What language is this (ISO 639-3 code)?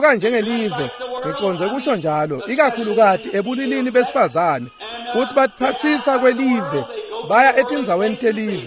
ssw